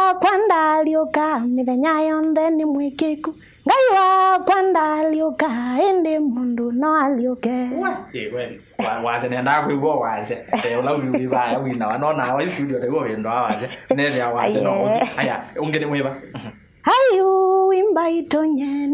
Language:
Kamba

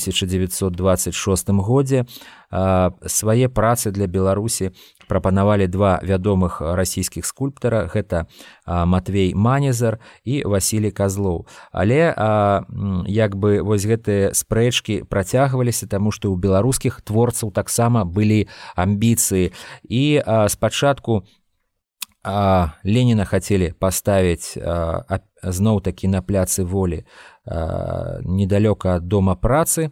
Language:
Belarusian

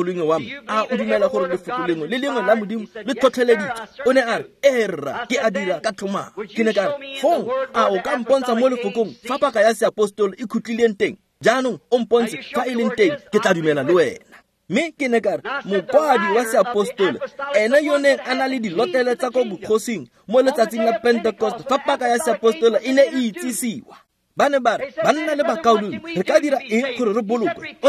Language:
Tswana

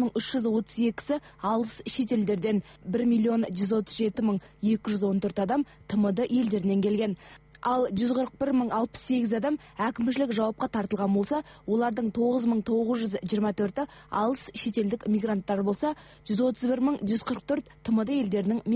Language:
Kazakh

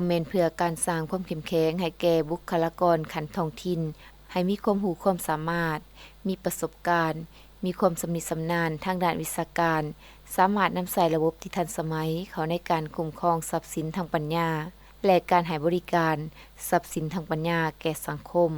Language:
Lao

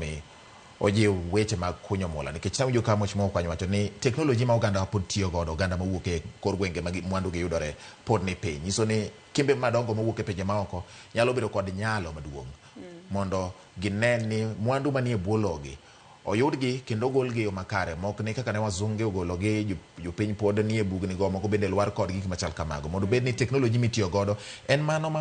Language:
Luo (Kenya and Tanzania)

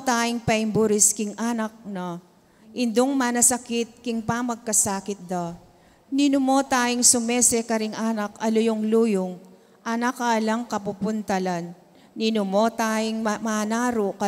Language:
Pampanga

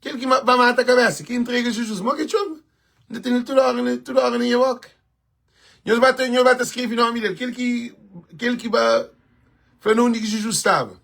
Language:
Kabuverdianu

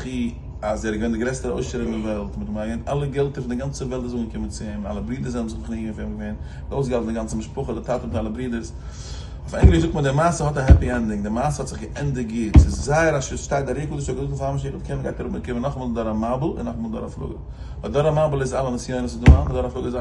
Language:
Yiddish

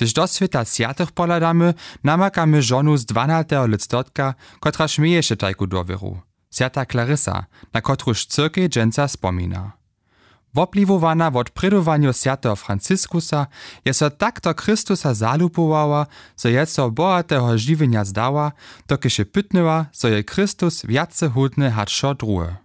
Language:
Upper Sorbian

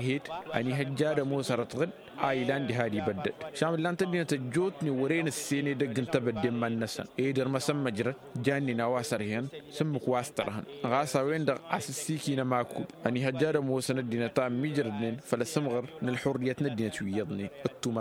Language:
Tamasheq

